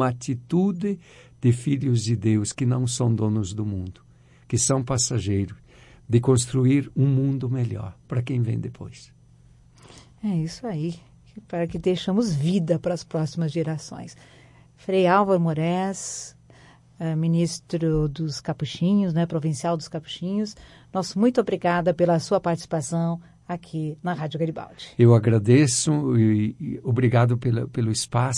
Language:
Portuguese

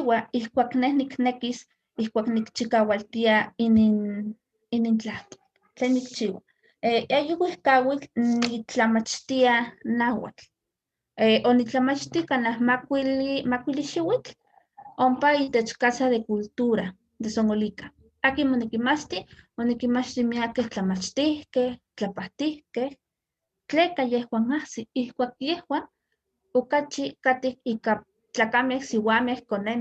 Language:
Eastern Huasteca Nahuatl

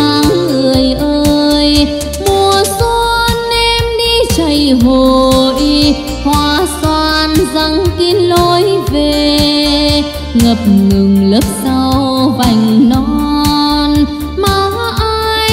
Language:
Vietnamese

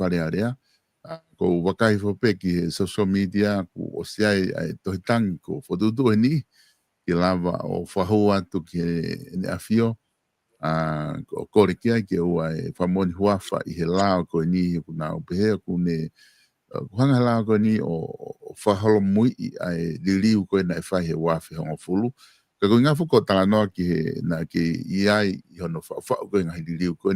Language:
Tongan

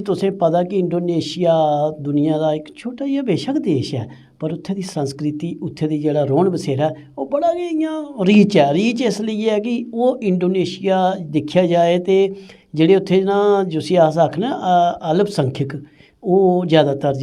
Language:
Dogri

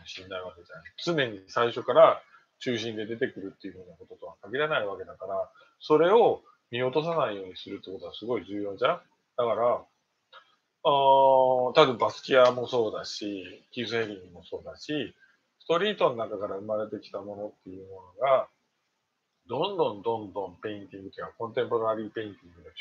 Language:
Japanese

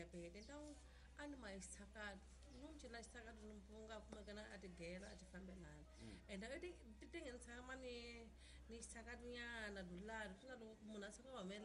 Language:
Tsonga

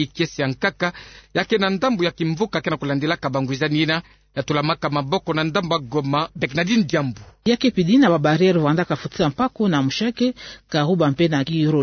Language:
Kituba (Democratic Republic of Congo)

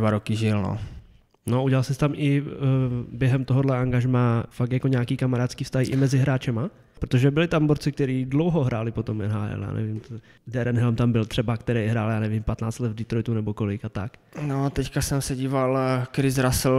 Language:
Czech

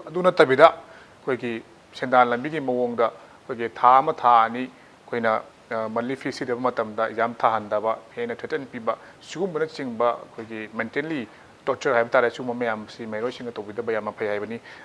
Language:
Manipuri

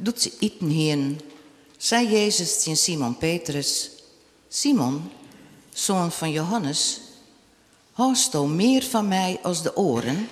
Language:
Western Frisian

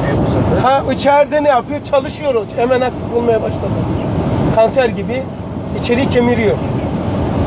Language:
Turkish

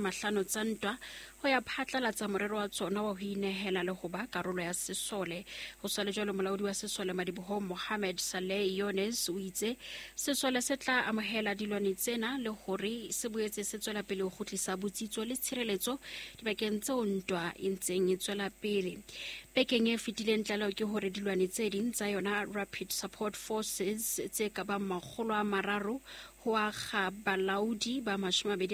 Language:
Southern Sotho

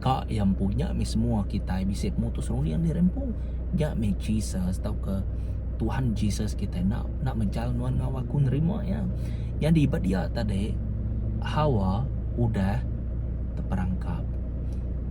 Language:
Iban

